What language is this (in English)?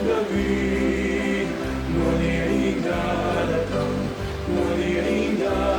Pampanga